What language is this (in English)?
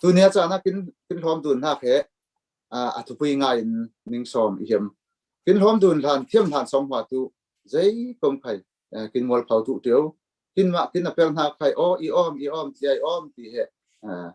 Falam Chin